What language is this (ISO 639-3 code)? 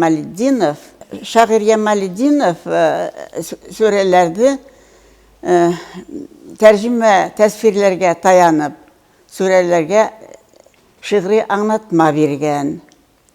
bak